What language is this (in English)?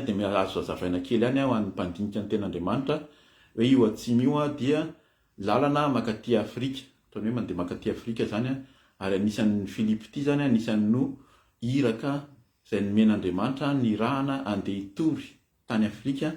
Malagasy